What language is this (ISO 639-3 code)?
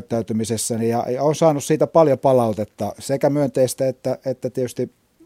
fin